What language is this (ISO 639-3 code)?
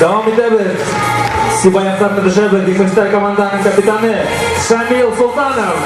bak